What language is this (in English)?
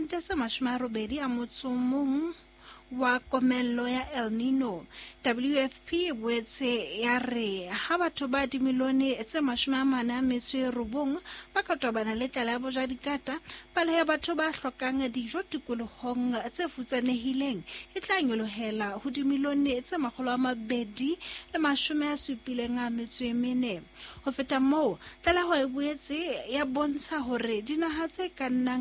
Southern Sotho